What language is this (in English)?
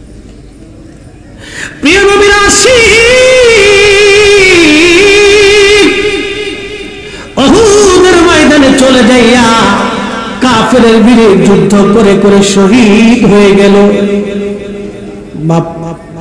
Bangla